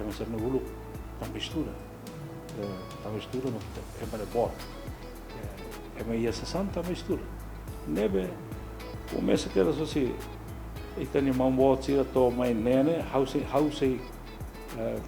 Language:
Tetum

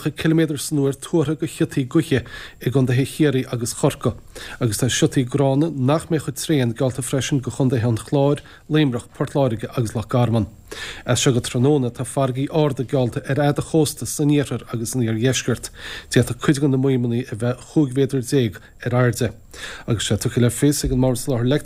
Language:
Irish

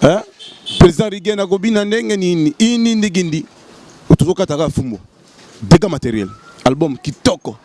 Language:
Lingala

